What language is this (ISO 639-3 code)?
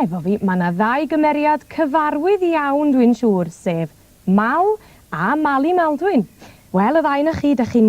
cym